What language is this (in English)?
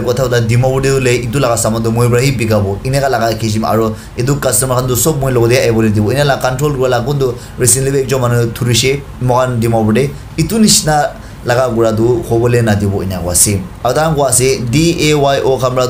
Naga Pidgin